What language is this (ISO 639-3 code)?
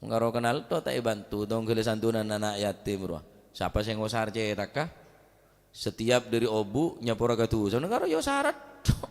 mad